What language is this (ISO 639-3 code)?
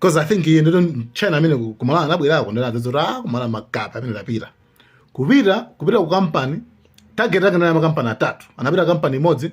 nya